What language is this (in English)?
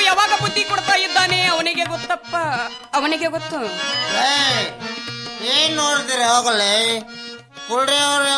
Kannada